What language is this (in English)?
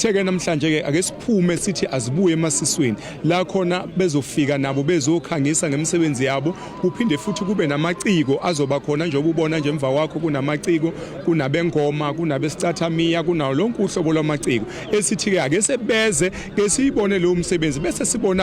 Zulu